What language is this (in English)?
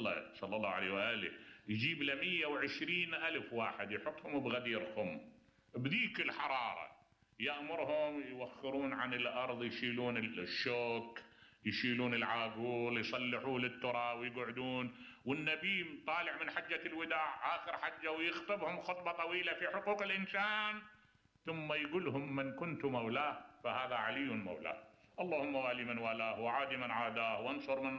Mesopotamian Arabic